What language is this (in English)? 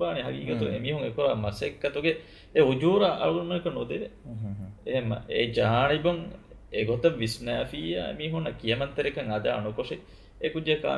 Divehi